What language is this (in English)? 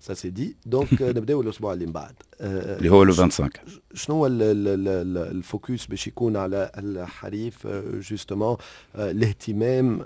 Tunisian Arabic